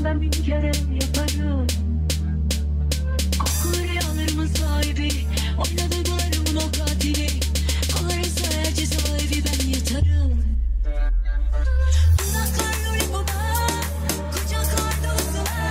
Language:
Turkish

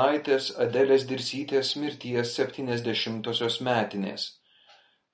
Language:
Lithuanian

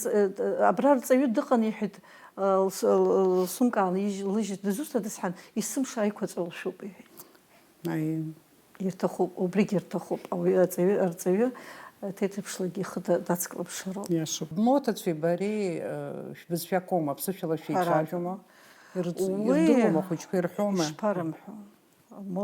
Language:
Abkhazian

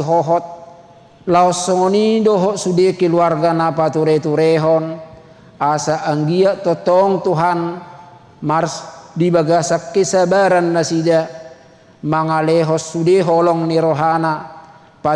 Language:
Batak Toba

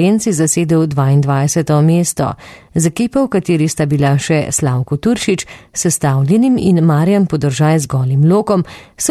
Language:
Slovenian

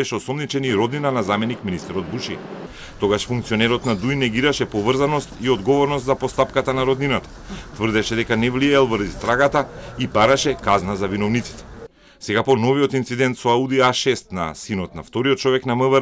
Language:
Macedonian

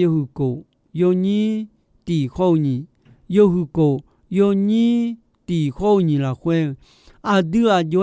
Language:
Akha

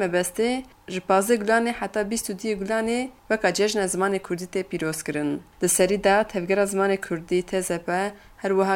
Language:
Kurdish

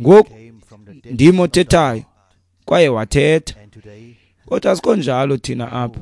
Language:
Xhosa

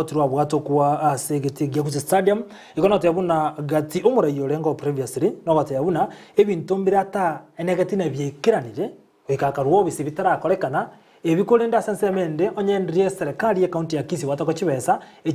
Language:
Gusii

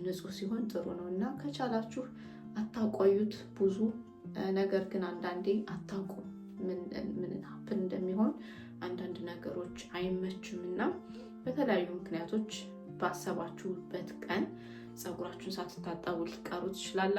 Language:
Amharic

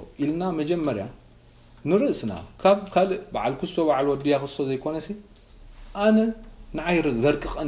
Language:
Tigrinya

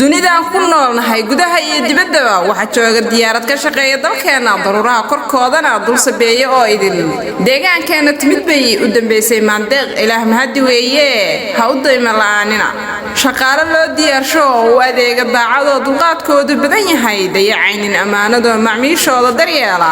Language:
Somali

